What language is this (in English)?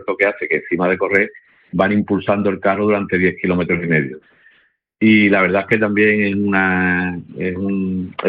Spanish